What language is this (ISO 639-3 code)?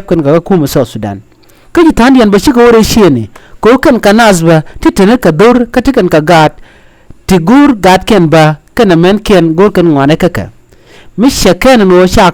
nus